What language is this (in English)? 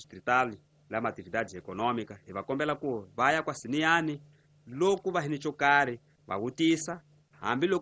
Tsonga